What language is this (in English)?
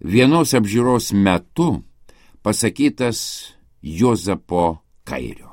Lithuanian